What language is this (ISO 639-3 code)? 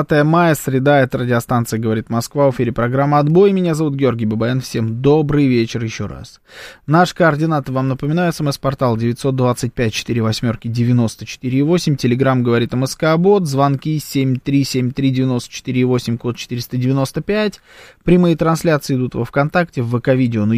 rus